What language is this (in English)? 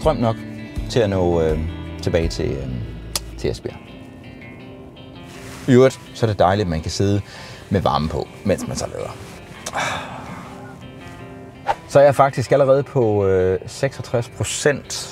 Danish